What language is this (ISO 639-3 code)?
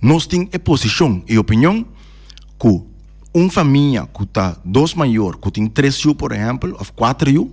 pap